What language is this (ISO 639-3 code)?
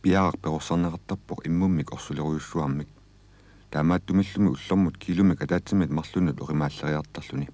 kal